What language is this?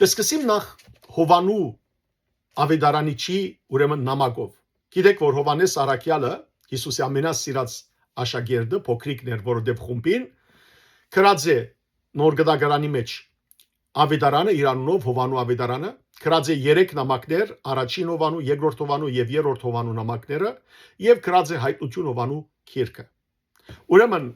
Western Armenian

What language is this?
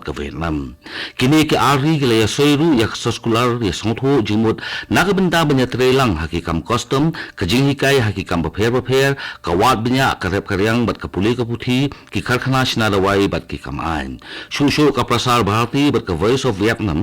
Khasi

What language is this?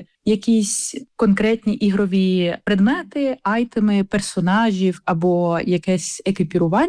Ukrainian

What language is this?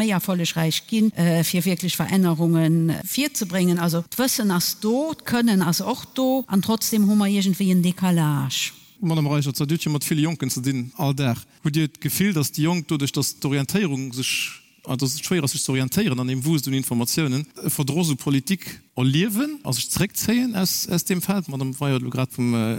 Luxembourgish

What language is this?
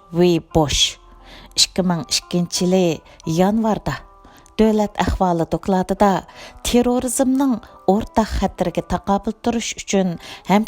Uyghur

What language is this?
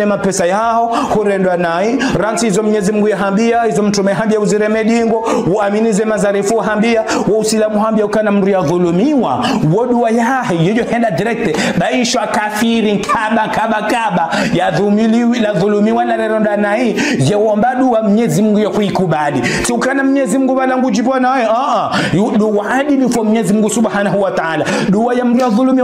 Ngazidja Comorian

